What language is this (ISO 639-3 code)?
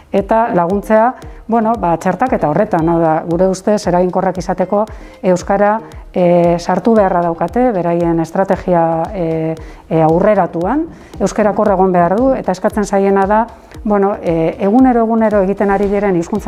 eus